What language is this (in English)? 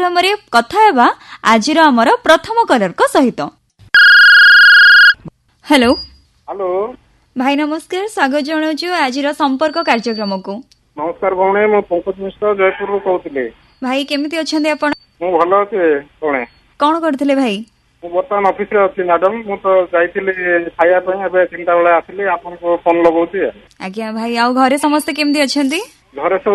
Odia